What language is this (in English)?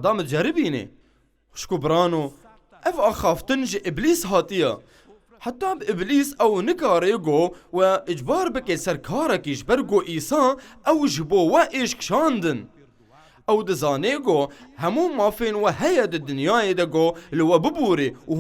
Kurdish